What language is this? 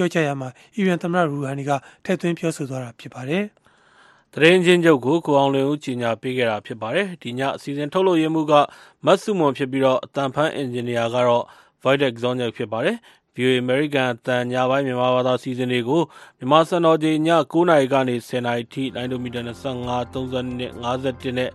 Burmese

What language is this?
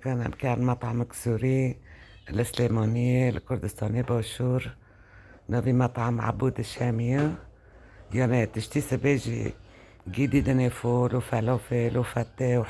Kurdish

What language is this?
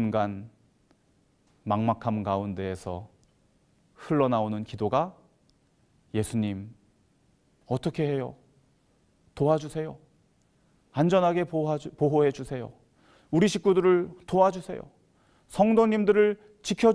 Korean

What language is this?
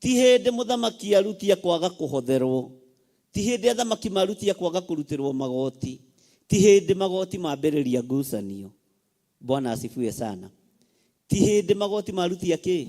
Kikuyu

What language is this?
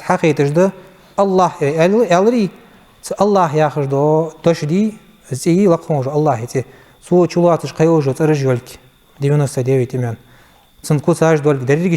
Ingush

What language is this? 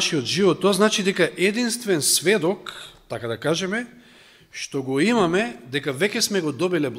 Macedonian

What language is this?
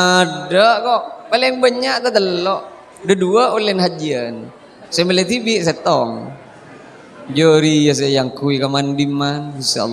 Madurese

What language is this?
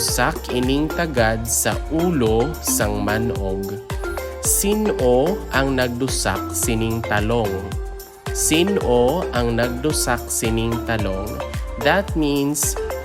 Hiligaynon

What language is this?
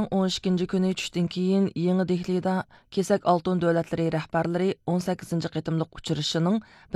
Uyghur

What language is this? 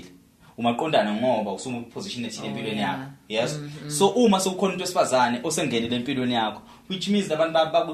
Zulu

